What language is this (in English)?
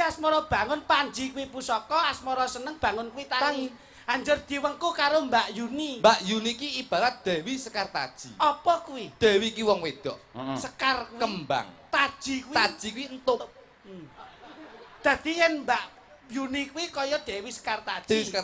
Javanese